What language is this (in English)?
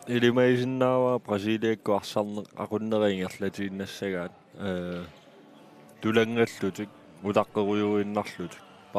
Kalaallisut